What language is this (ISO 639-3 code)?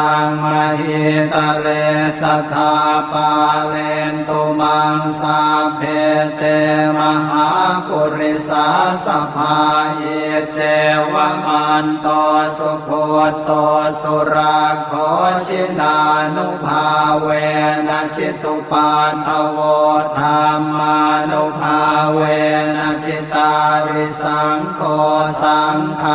pli